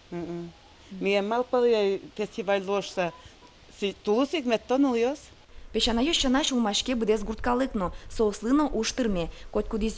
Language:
Udmurt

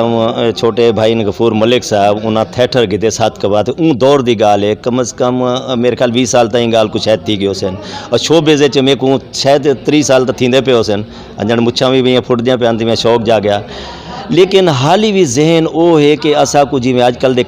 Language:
Saraiki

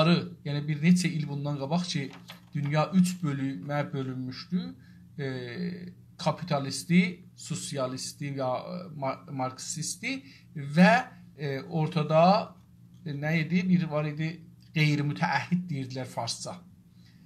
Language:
South Azerbaijani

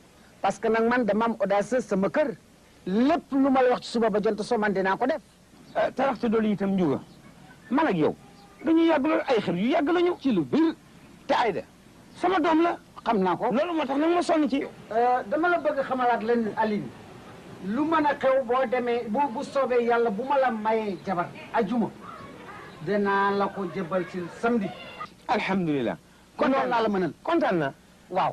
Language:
Wolof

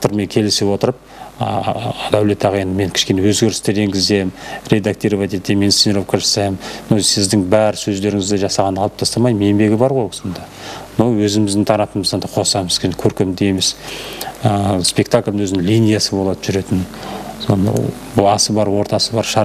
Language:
Kazakh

